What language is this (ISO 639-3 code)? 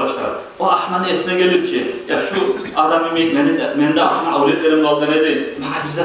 kum